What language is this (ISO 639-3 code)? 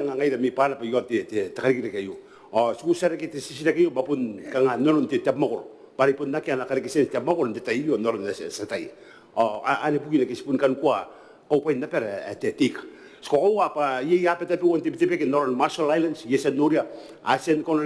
gil